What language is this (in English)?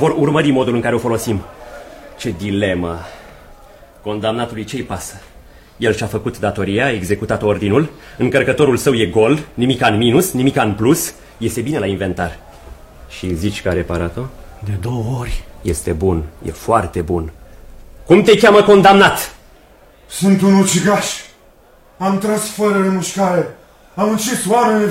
Romanian